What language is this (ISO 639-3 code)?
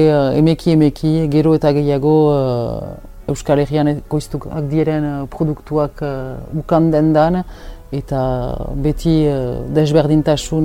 eus